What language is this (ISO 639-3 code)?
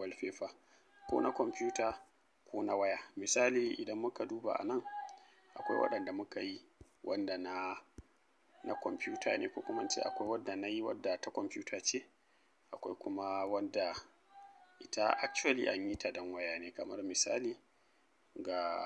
hau